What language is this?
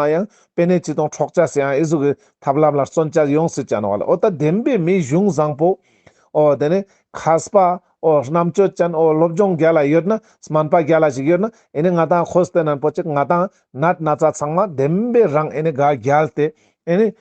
Ladakhi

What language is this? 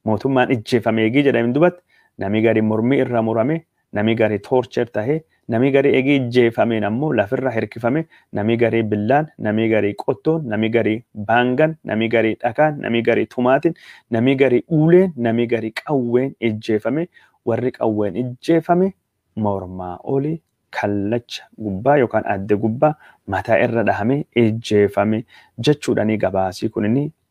Oromo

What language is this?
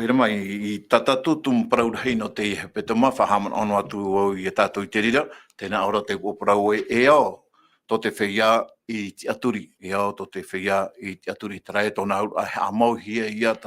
Tahitian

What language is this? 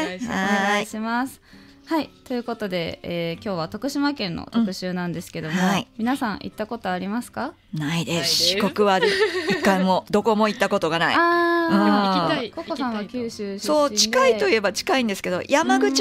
Japanese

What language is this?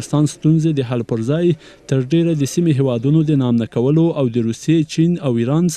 Pashto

